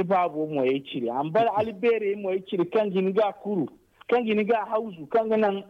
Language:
Zarma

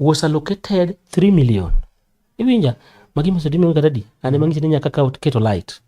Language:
Luo (Kenya and Tanzania)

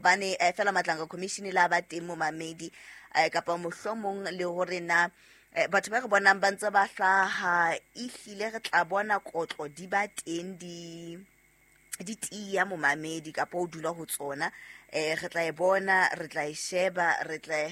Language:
Southern Sotho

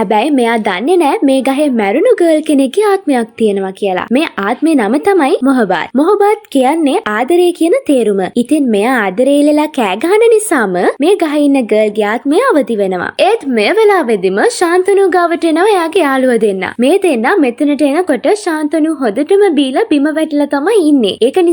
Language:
Sinhala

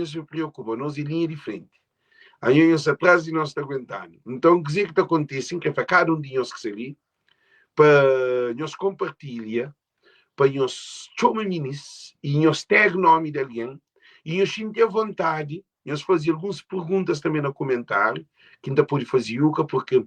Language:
Kabuverdianu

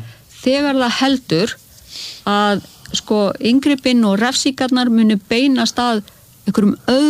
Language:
Icelandic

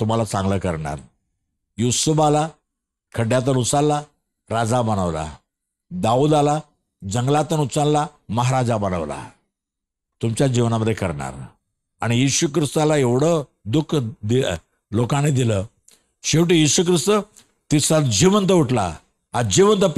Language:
Marathi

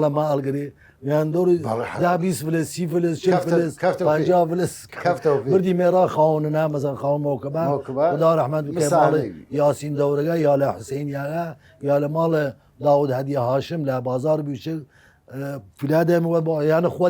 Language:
Southern Kurdish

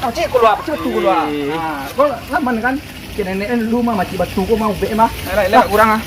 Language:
Minangkabau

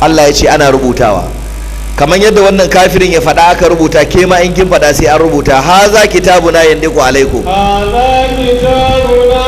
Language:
Hausa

